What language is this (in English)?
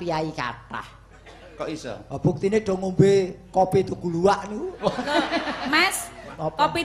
Javanese